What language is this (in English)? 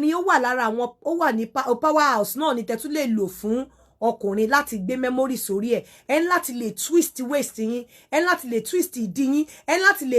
Yoruba